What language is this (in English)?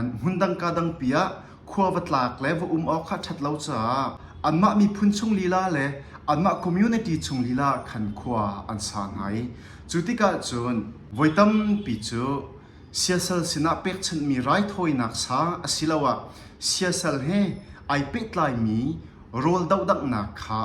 Hakha Chin